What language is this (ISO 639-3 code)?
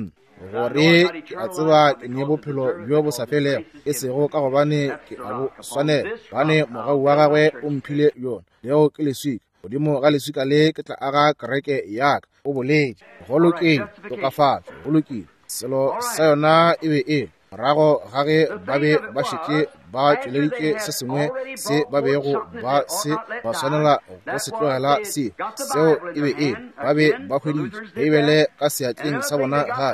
nso